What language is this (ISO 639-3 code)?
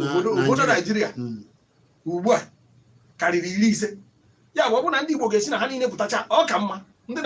ibo